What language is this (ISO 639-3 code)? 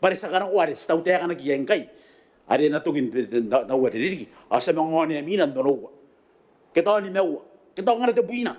gil